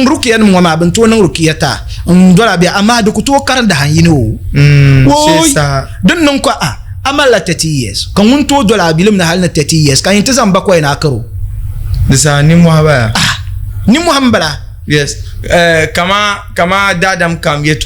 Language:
Dagbani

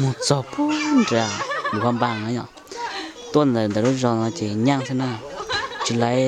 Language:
Hmong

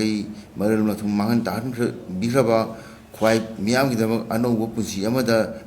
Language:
Manipuri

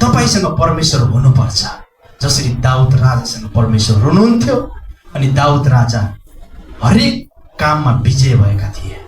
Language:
Nepali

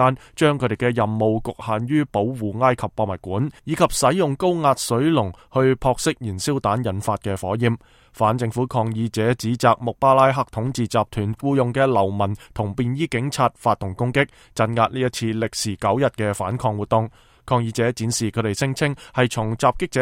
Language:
Cantonese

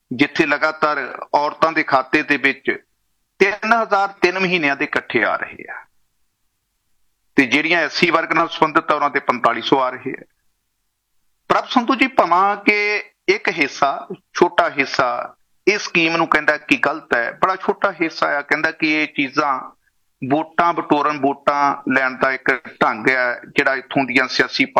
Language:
Punjabi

